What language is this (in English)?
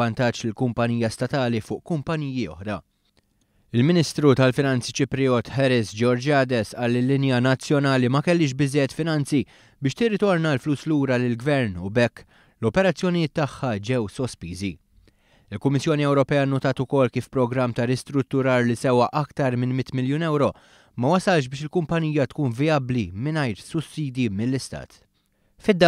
Maltese